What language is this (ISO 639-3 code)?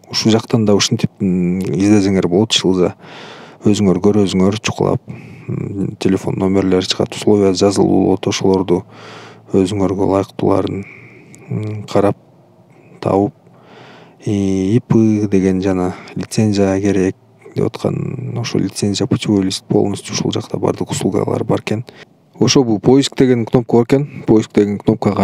kir